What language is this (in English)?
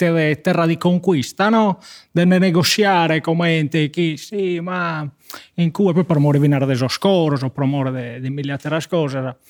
Sardinian